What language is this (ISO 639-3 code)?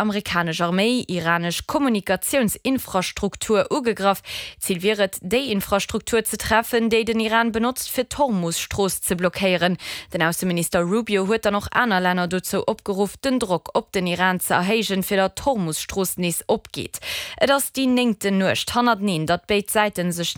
ltz